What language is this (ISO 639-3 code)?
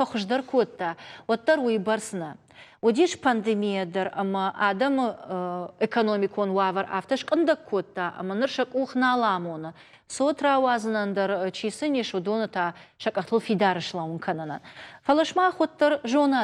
oss